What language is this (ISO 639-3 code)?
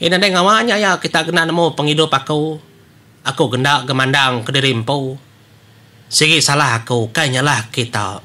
iba